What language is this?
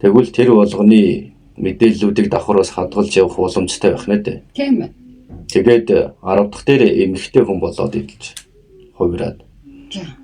Mongolian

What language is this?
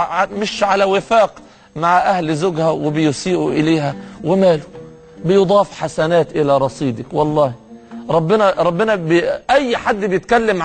Egyptian Arabic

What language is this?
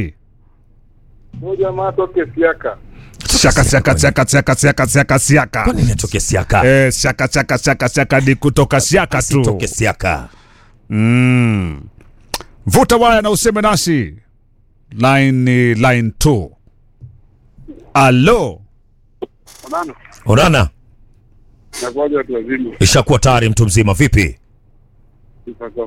Swahili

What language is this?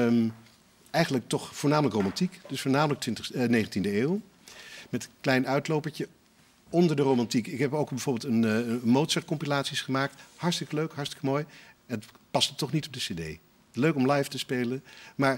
Dutch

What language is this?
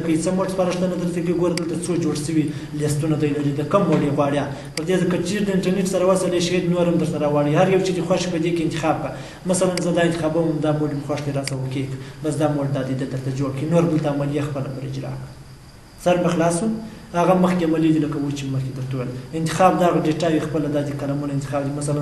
Pashto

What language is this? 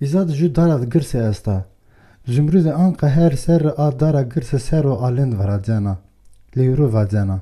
Zaza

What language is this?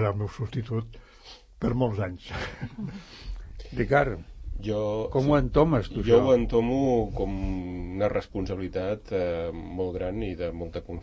Catalan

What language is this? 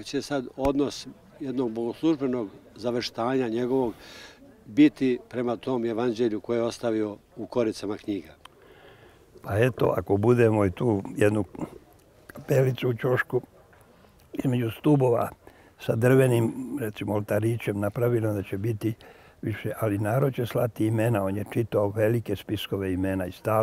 Serbian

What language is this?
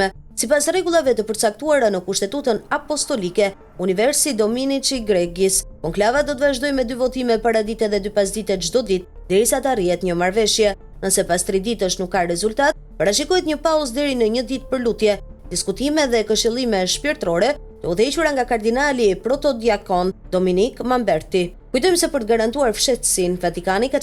Albanian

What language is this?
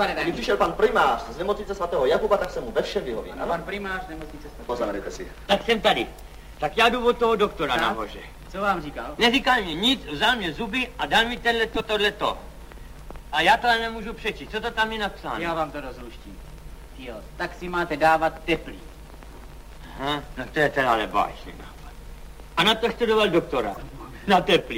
Czech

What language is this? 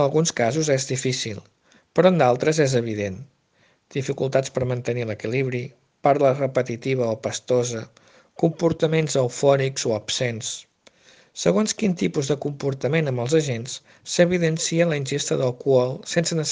Catalan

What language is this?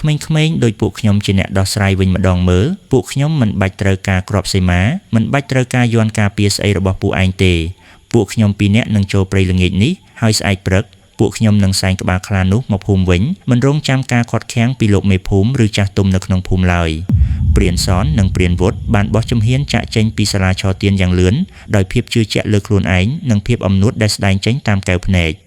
Khmer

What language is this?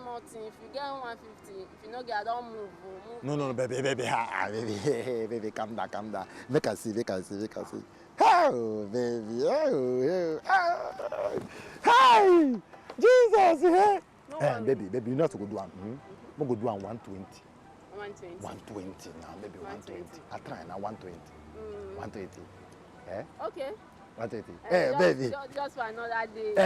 Nigerian Pidgin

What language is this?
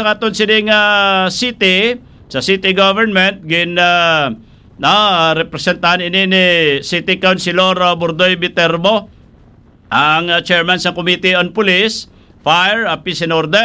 Hiligaynon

